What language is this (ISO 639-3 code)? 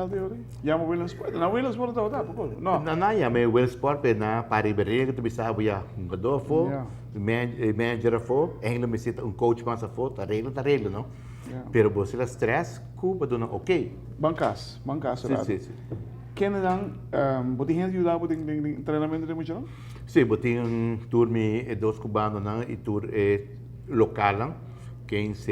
pap